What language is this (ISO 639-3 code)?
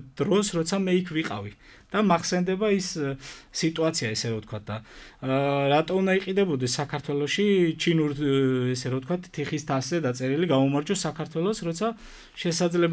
kat